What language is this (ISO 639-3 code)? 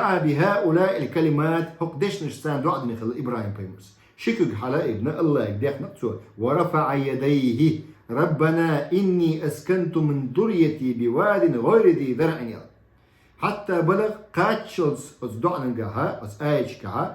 che